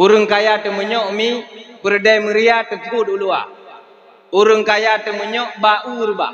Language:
Achinese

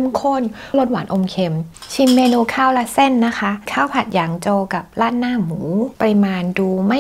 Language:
Thai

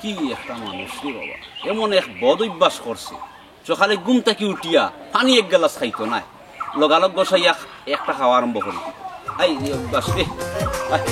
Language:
Sylheti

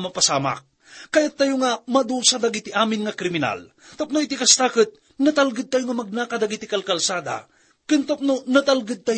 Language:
Iloko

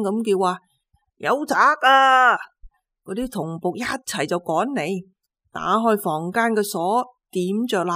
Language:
Cantonese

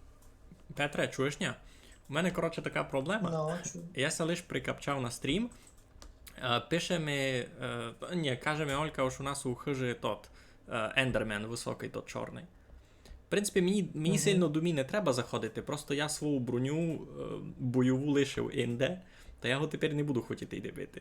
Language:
Rusyn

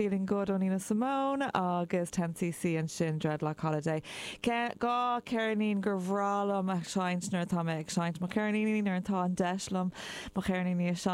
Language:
Irish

